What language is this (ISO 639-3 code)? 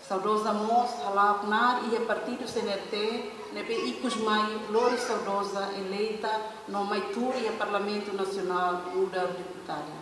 tet